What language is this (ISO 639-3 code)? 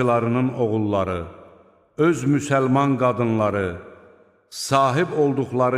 aze